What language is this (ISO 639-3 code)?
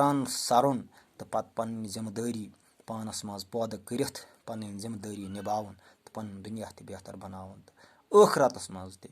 kas